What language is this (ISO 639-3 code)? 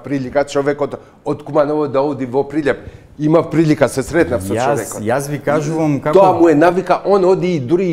mkd